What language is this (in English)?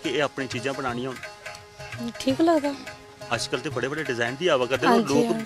Dogri